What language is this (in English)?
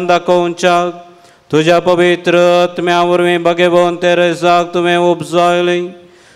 Konkani